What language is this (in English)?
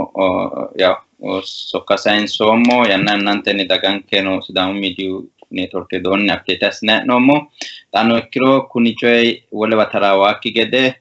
Sidamo